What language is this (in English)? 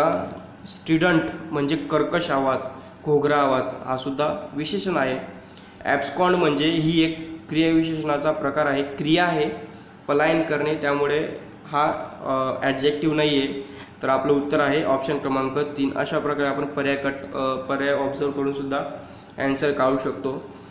Marathi